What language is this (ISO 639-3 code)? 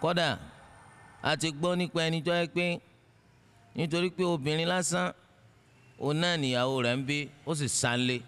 yor